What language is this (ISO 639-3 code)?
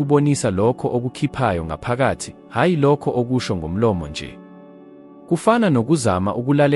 zul